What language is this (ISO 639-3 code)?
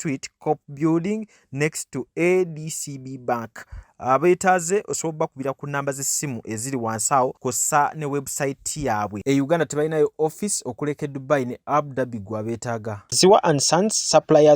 lug